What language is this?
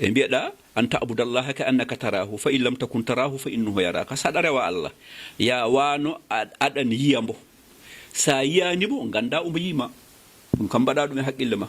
Fula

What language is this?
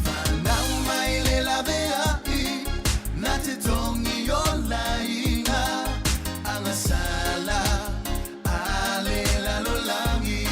Samoan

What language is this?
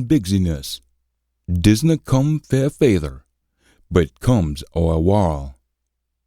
Scots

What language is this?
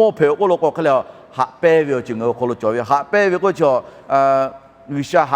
Lahu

